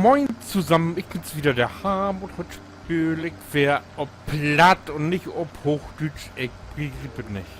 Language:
Low German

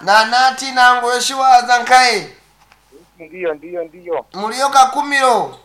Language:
Nyankole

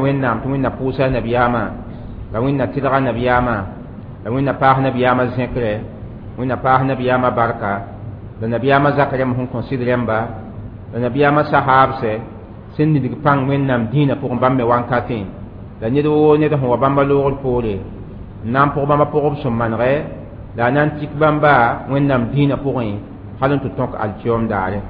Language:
Mossi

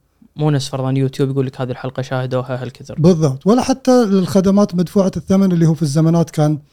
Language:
Gulf Arabic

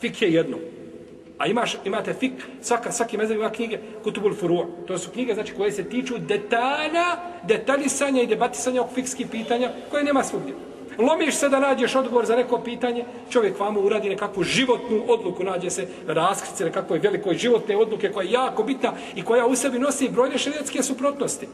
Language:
Bosnian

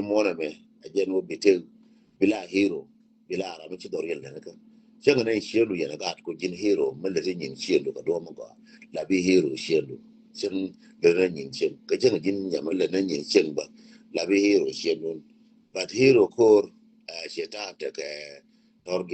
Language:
Nuer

